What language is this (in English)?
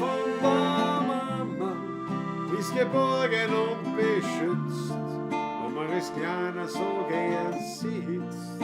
Bavarian